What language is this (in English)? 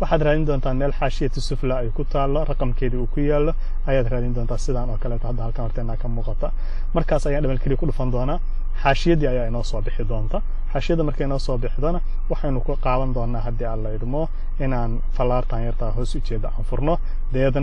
Somali